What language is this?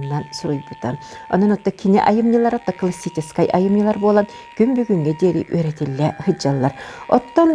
Yakut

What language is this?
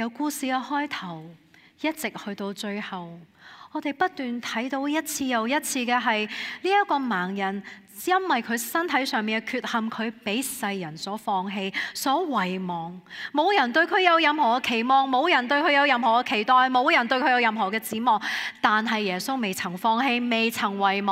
Cantonese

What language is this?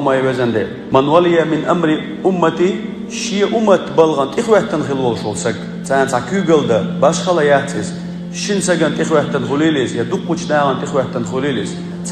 Chechen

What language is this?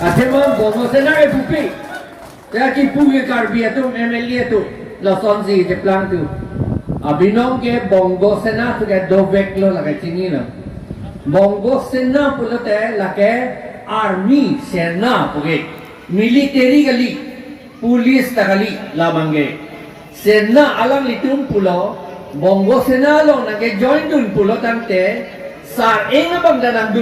Karbi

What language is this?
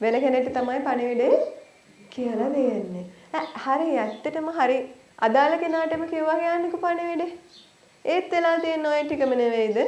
Sinhala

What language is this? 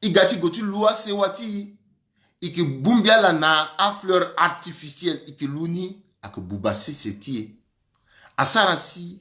Sango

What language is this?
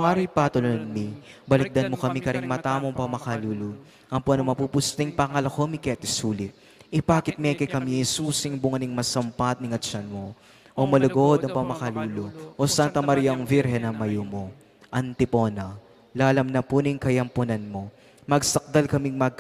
Pampanga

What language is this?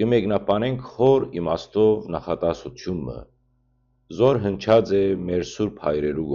Western Armenian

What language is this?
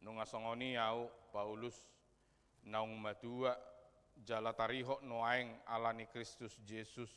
Batak Toba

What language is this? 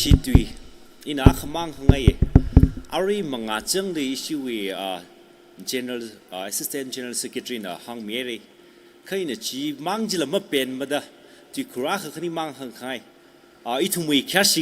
Tangkhul Naga (India)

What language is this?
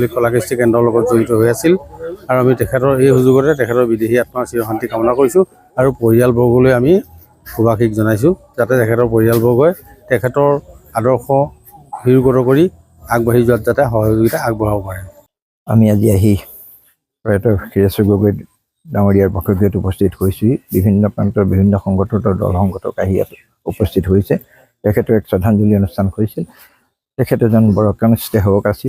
Assamese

